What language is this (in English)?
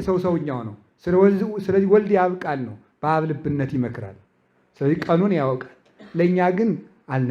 Amharic